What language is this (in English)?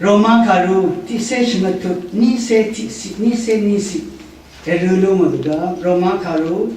Rawang